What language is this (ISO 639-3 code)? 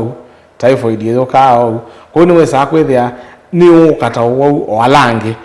kam